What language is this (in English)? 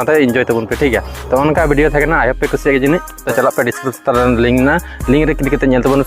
Santali